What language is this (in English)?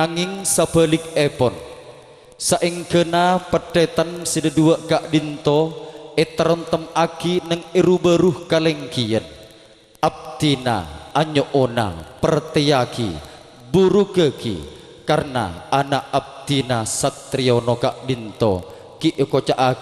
Madurese